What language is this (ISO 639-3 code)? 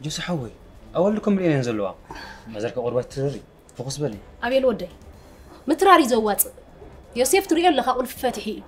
tir